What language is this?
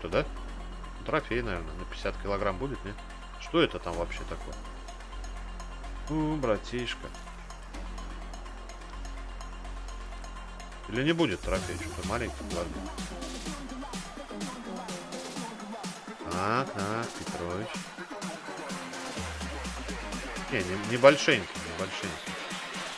Russian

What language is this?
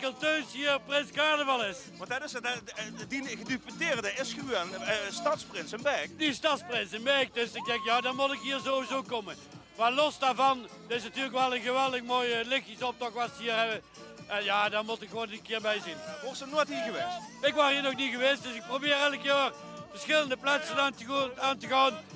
Limburgish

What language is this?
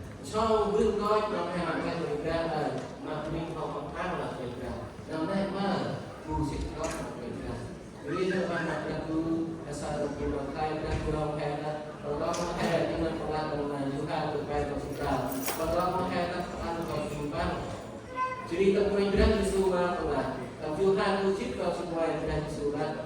Central Mnong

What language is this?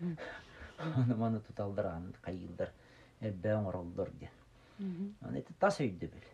Yakut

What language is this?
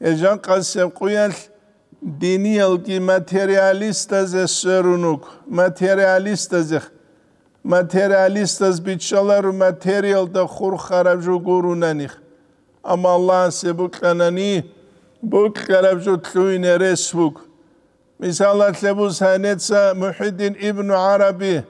Avaric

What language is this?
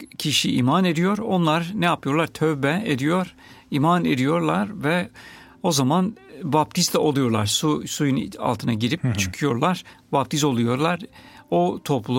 Turkish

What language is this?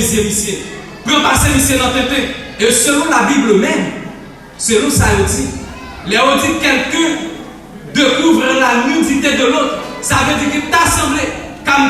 Haitian Creole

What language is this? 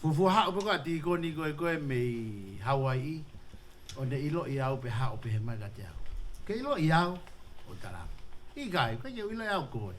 Tongan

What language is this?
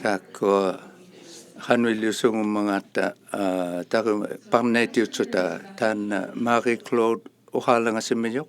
Inuktitut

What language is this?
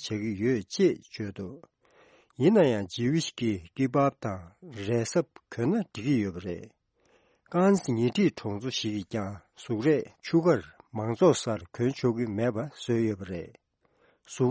Tibetan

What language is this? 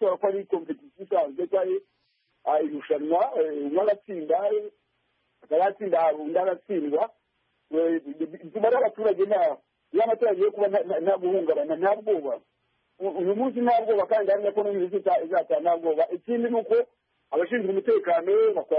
Kinyarwanda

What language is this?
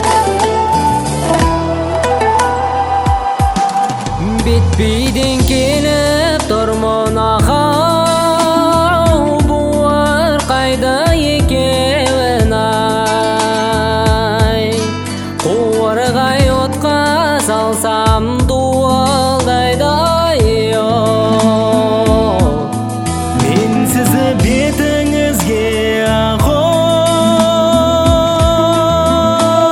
Kazakh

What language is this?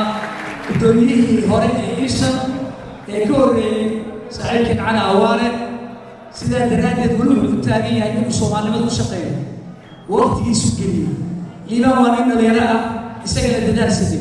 Somali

